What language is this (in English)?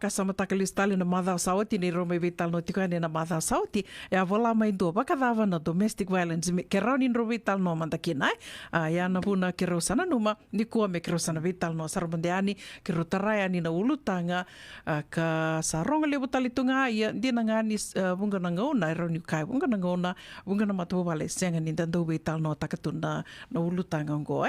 Fijian